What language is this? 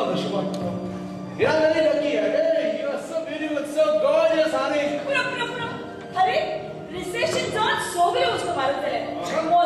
Konkani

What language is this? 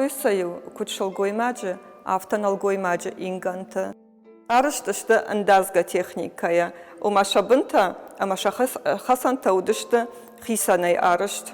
Ossetic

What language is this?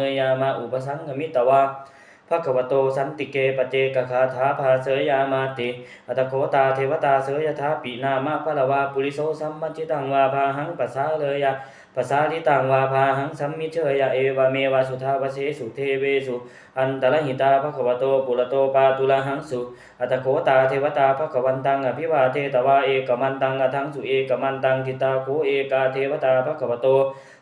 Pali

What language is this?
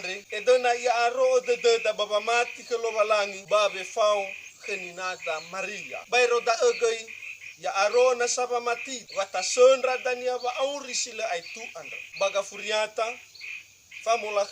Nias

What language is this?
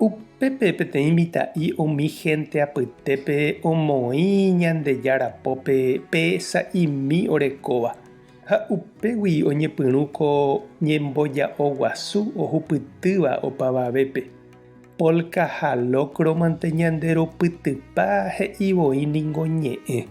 Guarani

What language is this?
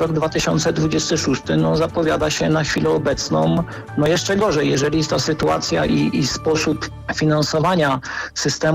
Polish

